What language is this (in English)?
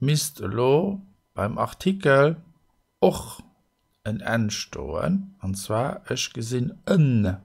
Luxembourgish